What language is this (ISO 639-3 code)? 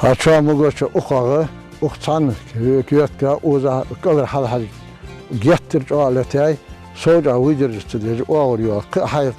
inh